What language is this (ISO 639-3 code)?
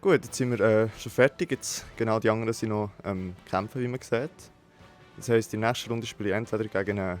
gsw